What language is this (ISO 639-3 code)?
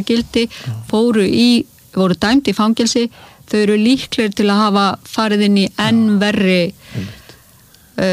isl